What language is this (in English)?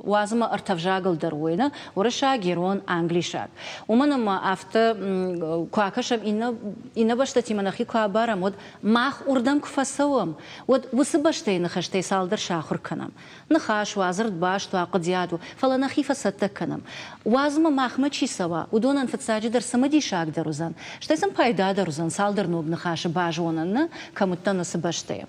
Ossetic